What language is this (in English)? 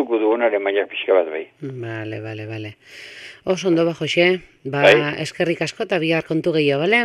Basque